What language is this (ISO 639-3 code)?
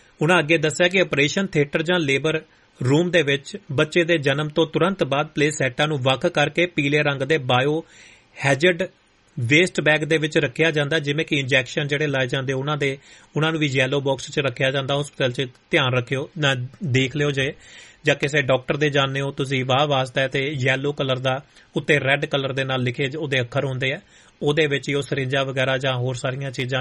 pan